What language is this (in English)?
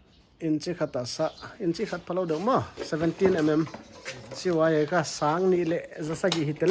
Paite Chin